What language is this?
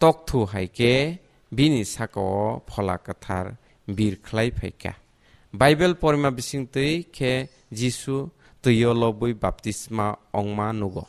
Kok Borok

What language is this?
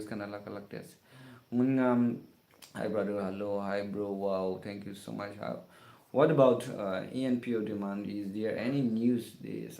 Naga Pidgin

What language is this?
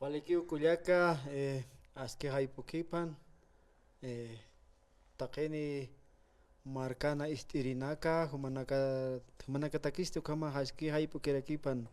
Aymara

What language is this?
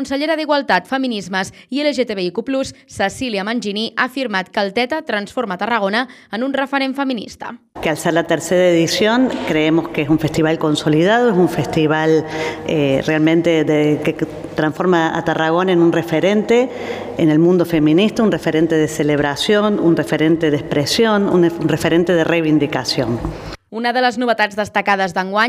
Catalan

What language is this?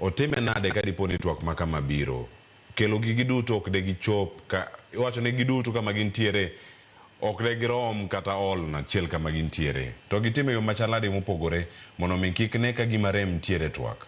Luo (Kenya and Tanzania)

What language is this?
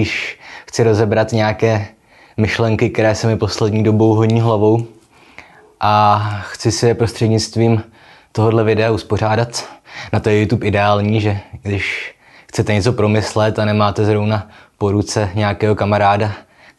Czech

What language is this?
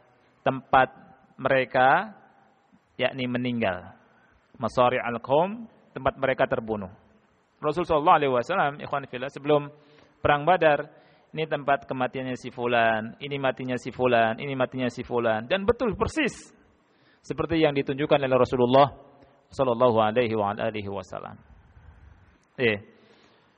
Indonesian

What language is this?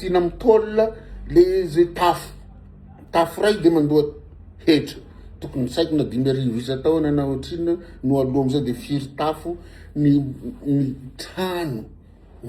Malagasy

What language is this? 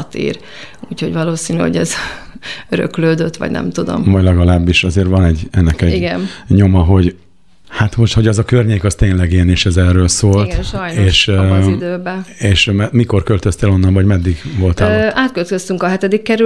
Hungarian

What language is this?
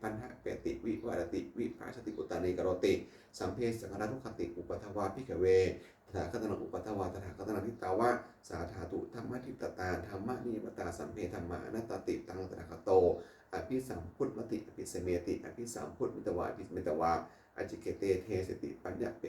Pali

